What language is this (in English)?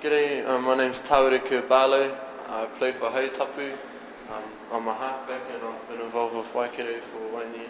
English